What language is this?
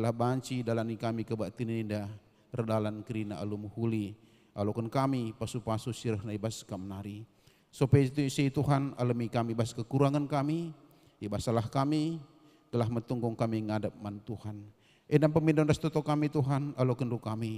Batak Karo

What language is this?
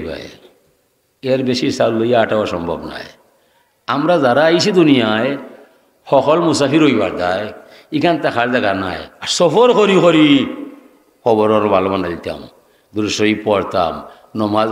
Sylheti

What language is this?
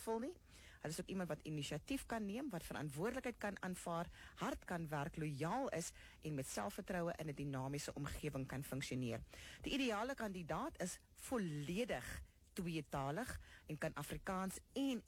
Afrikaans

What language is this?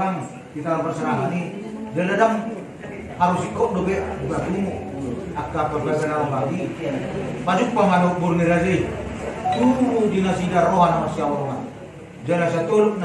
Batak Toba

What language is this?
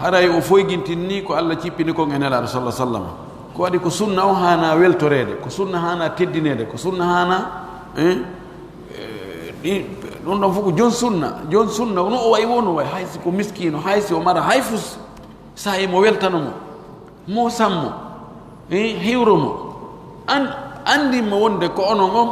Pular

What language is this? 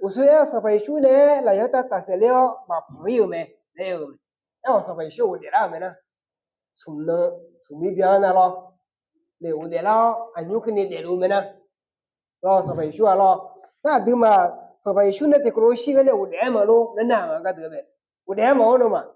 Akha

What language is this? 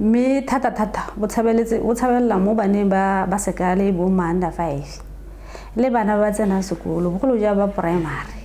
Tswana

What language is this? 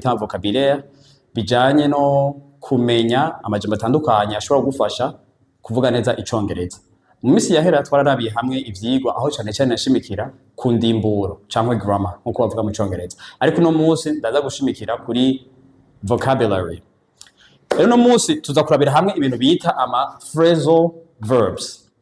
Rundi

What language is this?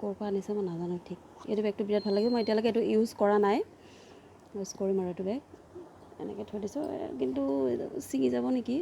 Assamese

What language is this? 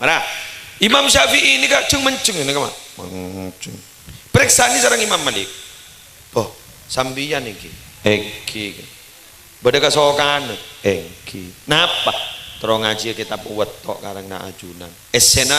Madurese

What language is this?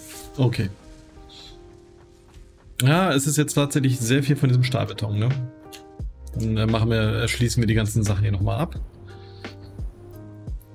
German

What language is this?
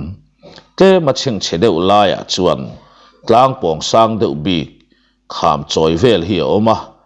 Mizo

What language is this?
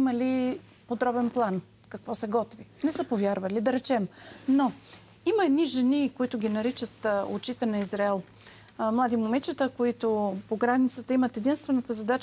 Bulgarian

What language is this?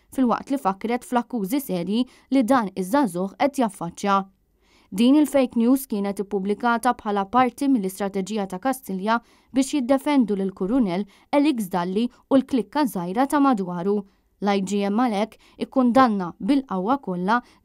Maltese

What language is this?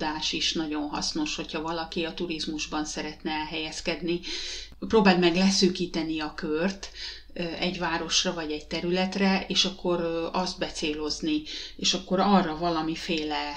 Hungarian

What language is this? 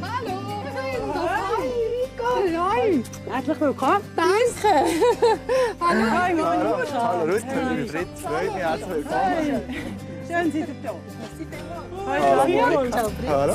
Swiss German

